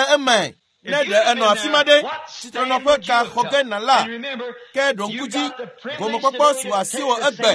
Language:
Ewe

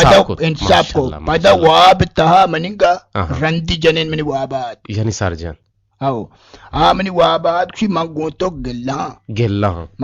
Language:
Eastern Balochi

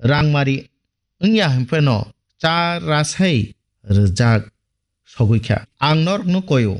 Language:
Kok Borok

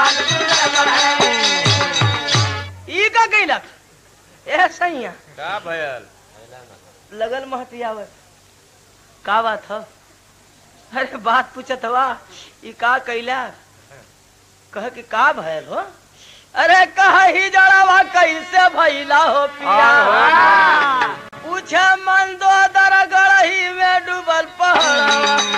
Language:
Bhojpuri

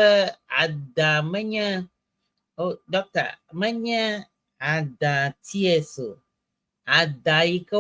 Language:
Ewe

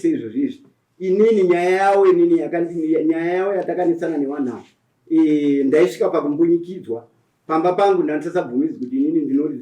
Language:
Shona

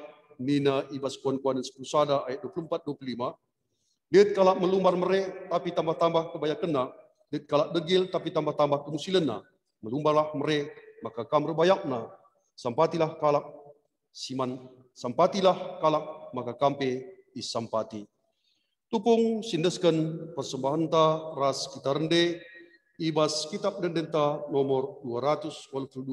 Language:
Batak Karo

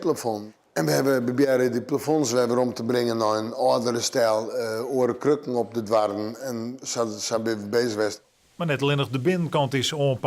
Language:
Western Frisian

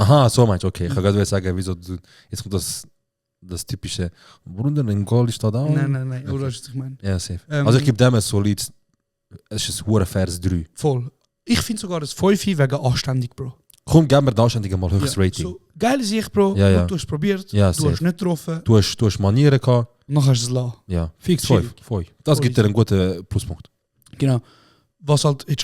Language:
Swiss German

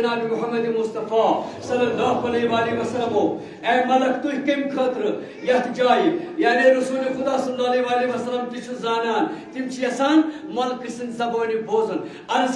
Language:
Kashmiri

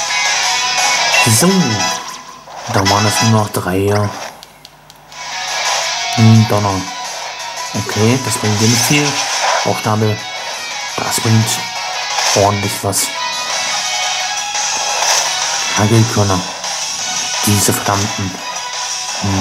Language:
German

